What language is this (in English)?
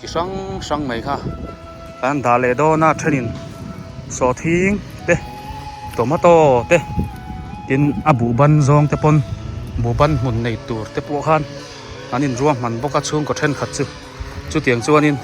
Biete